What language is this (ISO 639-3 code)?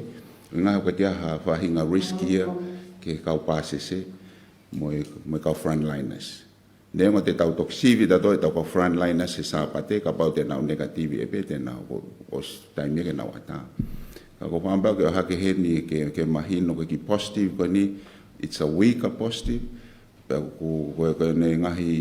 ton